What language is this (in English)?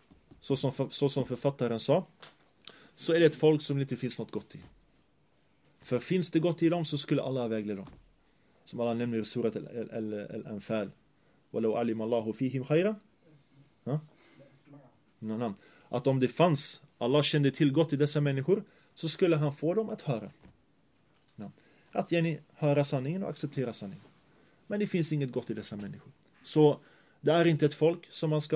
Swedish